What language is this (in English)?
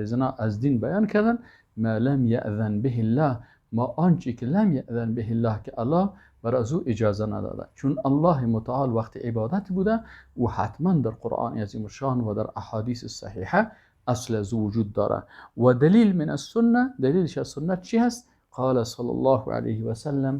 Persian